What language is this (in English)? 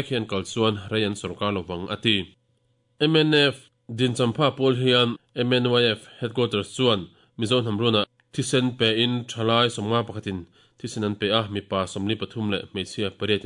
Mizo